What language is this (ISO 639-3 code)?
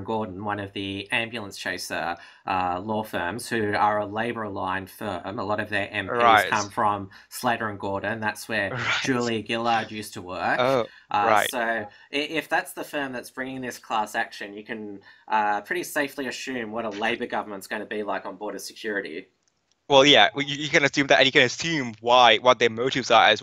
eng